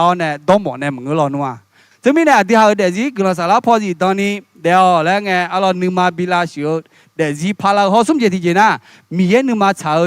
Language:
Akha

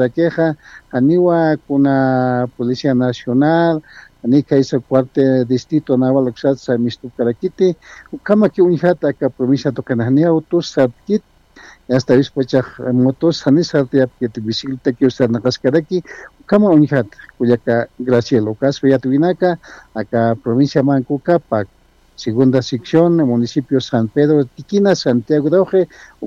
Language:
Aymara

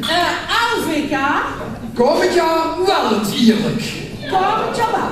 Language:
Limburgish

